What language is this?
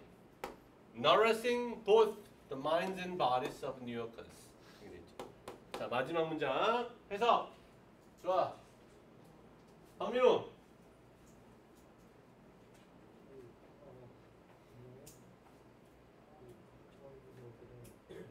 Korean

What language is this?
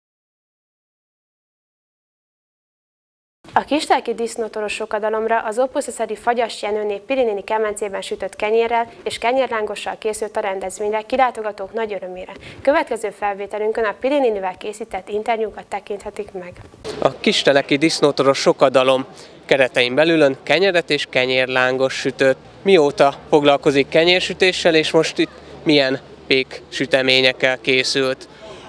Hungarian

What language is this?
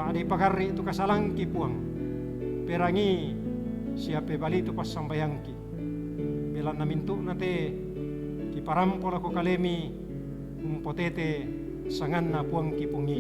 Toraja-Sa'dan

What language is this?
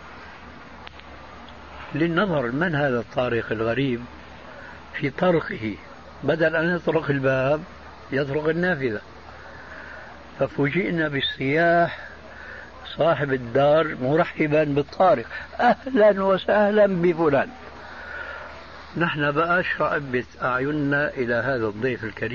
Arabic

